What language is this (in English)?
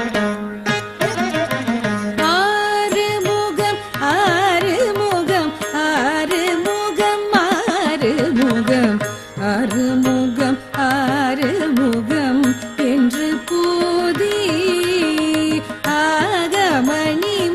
Tamil